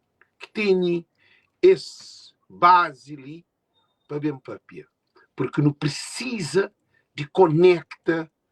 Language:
Kabuverdianu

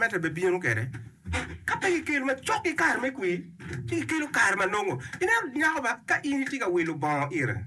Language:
Acoli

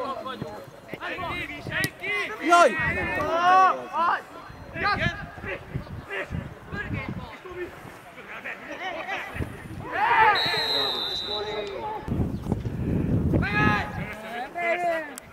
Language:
Hungarian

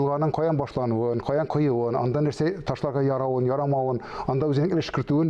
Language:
Tatar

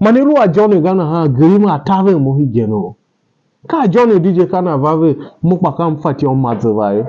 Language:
Tiv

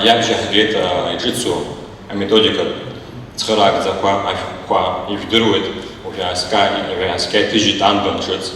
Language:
Abkhazian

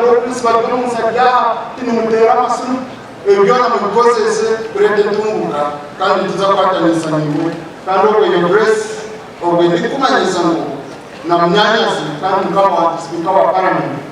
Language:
Nyankole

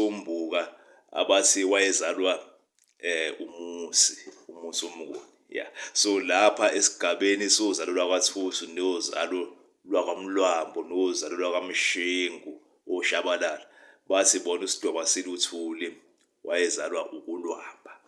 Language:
Zulu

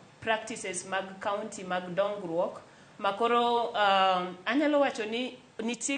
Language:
Luo (Kenya and Tanzania)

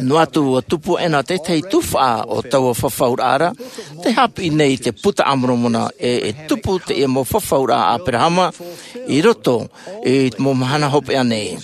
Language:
Tahitian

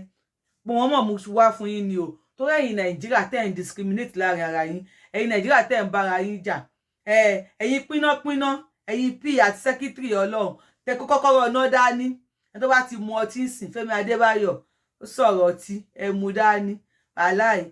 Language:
Yoruba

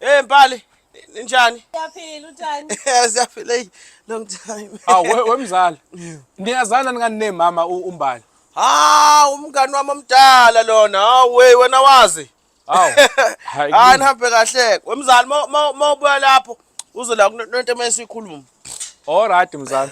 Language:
Zulu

